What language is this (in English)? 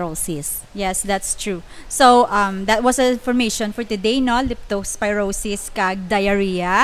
Hiligaynon